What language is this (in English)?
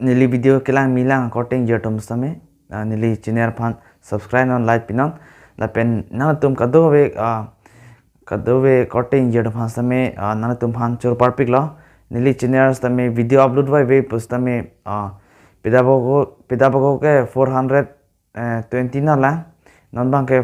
Karbi